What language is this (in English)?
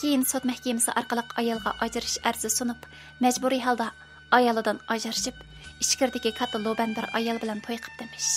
Uyghur